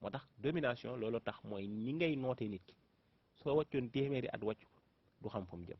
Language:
Wolof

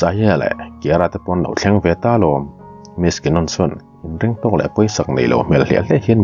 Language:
Mizo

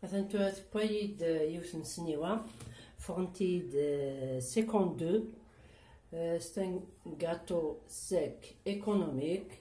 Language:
Kabyle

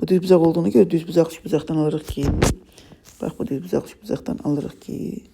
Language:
Azerbaijani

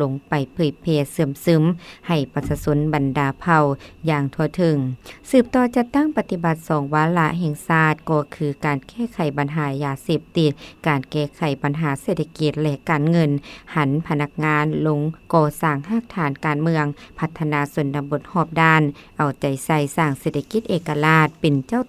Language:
Lao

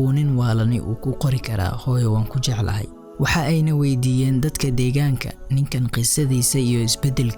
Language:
Somali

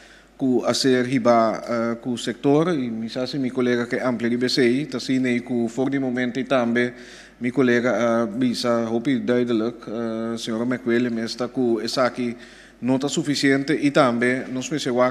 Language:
Papiamento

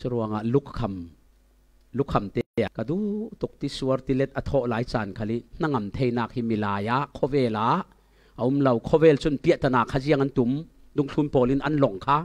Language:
Falam Chin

